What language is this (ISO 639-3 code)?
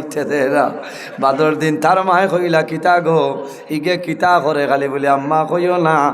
syl